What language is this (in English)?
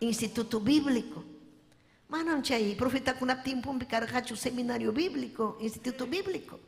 Ayacucho Quechua